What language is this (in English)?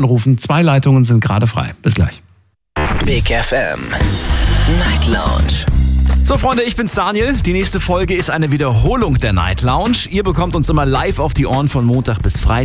German